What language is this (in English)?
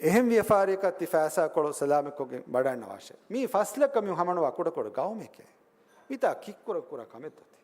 Divehi